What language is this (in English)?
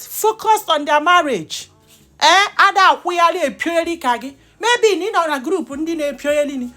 Igbo